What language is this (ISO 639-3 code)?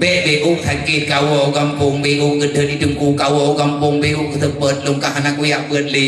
ace